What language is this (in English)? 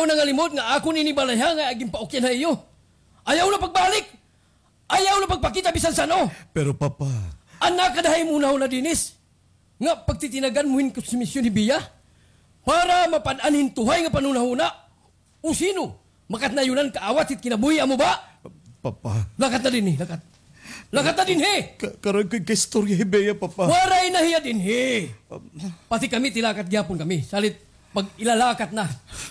Waray